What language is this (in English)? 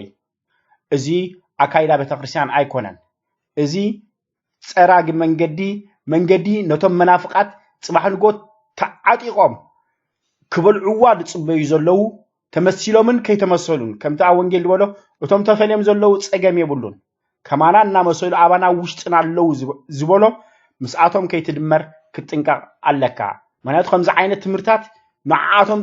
Tigrinya